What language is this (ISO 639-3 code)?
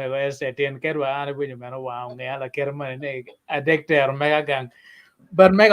ach